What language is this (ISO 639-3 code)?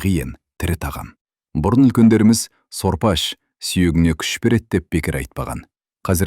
kaz